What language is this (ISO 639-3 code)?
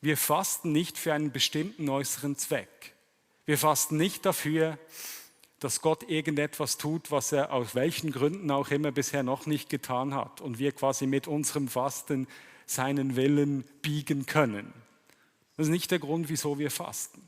gsw